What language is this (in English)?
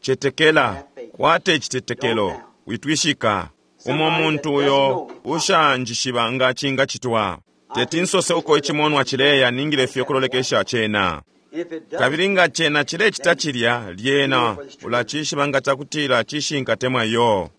Bemba